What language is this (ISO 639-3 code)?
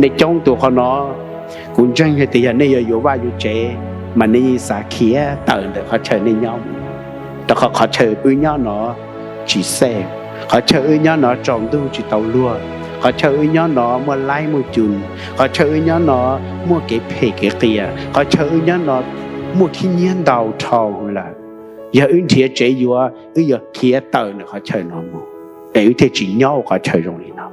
hmn